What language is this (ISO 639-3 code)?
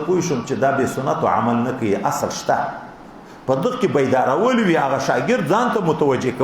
pus